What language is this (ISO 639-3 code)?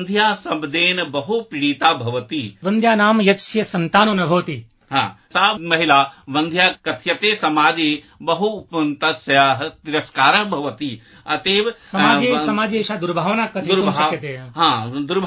san